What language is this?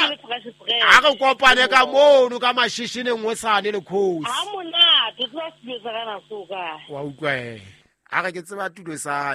Southern Sotho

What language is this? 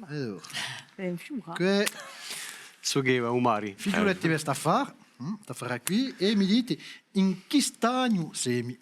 Corsican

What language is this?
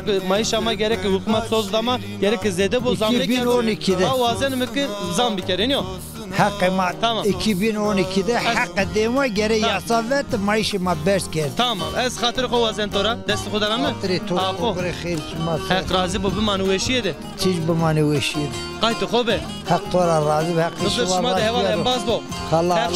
Zaza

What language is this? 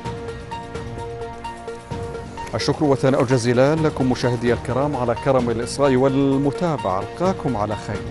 Arabic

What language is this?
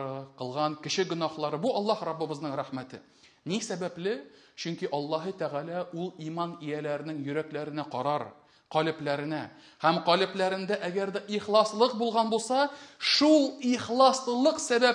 Tatar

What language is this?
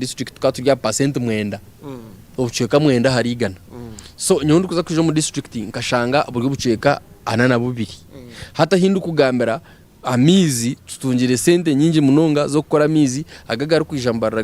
Nyankole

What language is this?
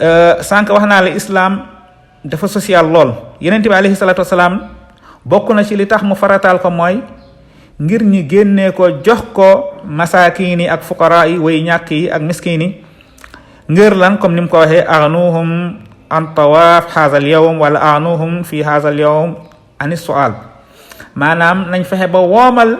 Wolof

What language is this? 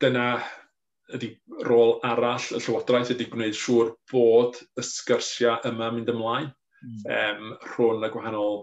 Welsh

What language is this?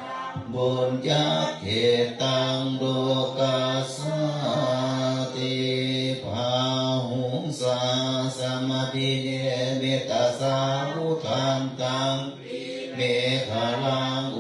Pali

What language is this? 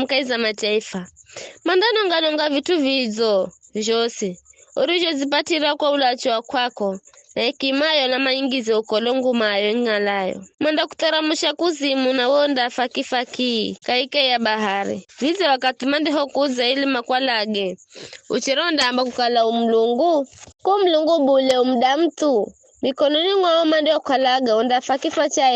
Giryama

